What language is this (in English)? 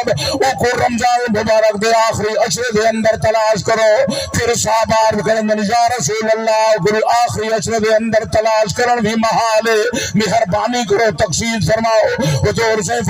Saraiki